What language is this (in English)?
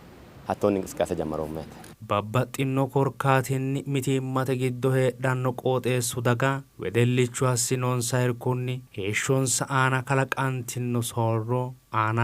Sidamo